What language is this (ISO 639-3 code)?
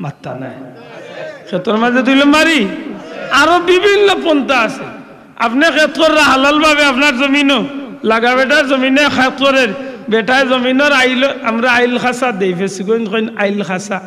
syl